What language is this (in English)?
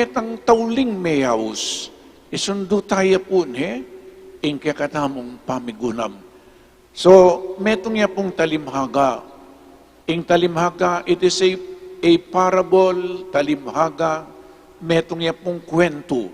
Pampanga